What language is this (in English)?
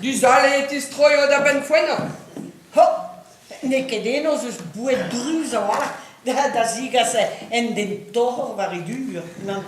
Breton